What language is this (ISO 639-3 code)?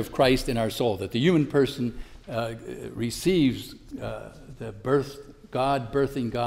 eng